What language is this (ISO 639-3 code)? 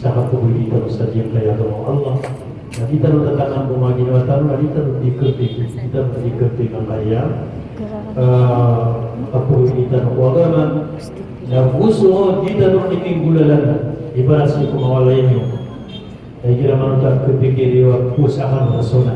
mrw